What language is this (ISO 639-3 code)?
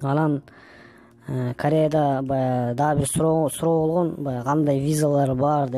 kir